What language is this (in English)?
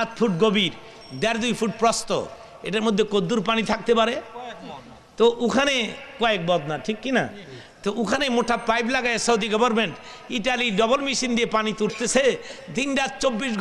Bangla